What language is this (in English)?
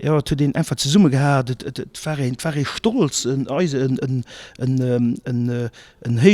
Luxembourgish